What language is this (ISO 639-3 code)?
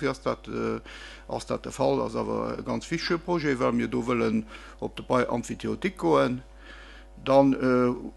ltz